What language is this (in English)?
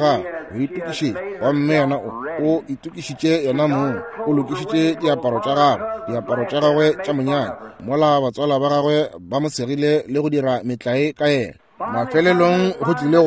Northern Sotho